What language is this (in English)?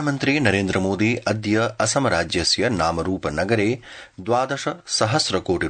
Sanskrit